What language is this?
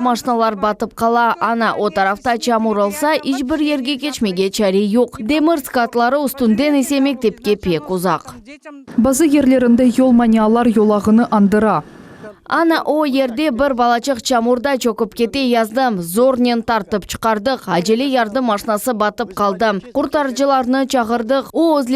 Crimean Tatar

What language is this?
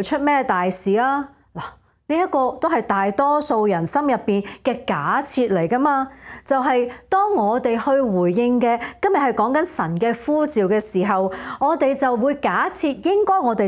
Cantonese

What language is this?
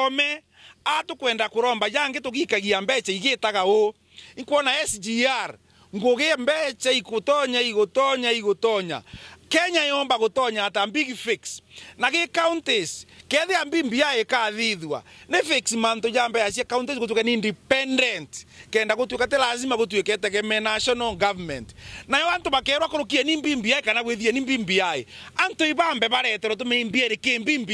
Meru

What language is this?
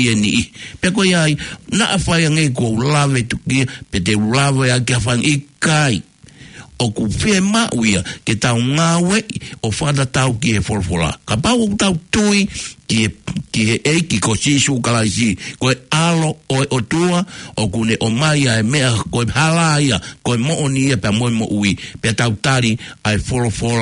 Tongan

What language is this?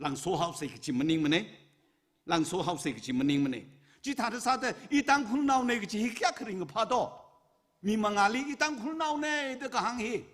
Tangkhul Naga (India)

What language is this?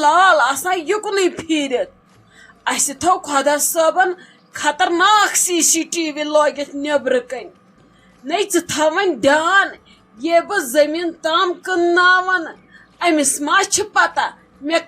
Kashmiri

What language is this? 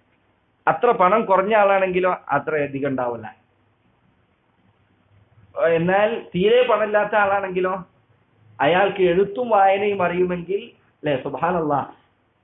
Malayalam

